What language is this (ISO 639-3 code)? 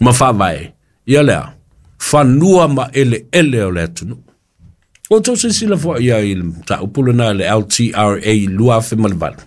smo